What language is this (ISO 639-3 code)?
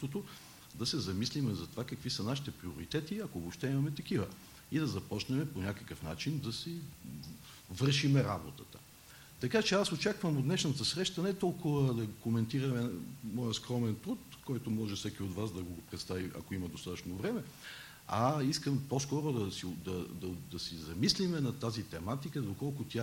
bul